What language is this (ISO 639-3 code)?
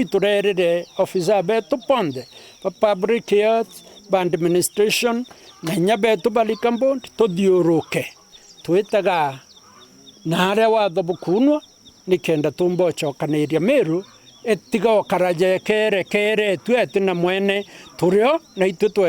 mer